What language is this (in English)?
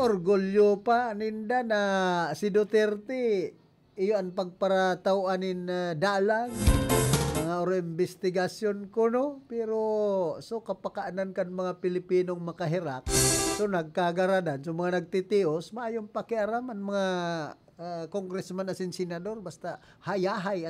Bikol